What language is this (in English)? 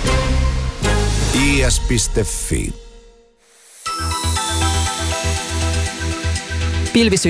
Finnish